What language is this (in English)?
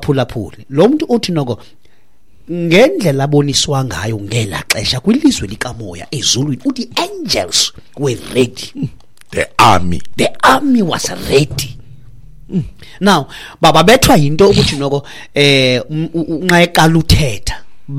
Xhosa